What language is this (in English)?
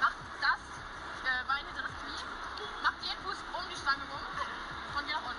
Bavarian